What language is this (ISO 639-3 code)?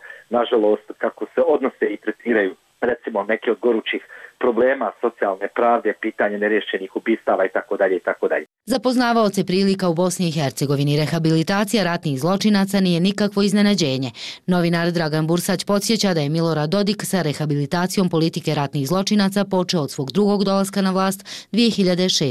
bos